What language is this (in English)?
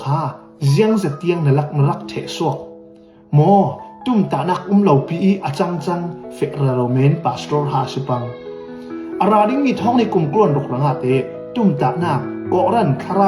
Falam Chin